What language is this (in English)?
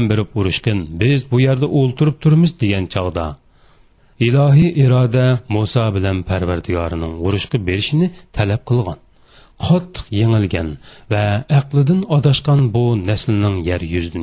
Uyghur